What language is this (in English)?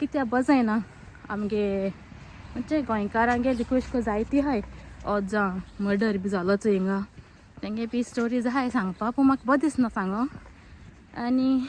Konkani